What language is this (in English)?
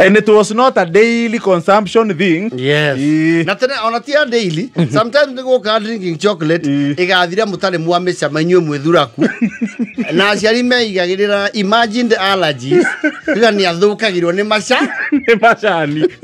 Kikuyu